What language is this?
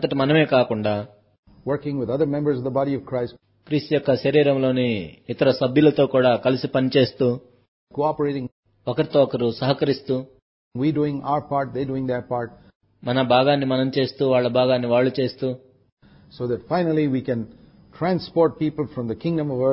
Telugu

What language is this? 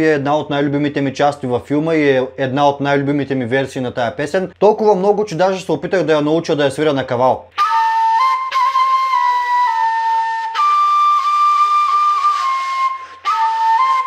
Bulgarian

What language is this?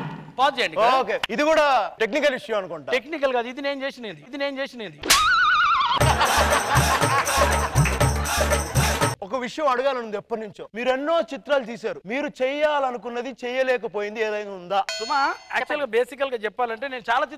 Telugu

